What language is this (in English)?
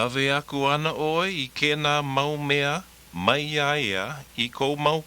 Hawaiian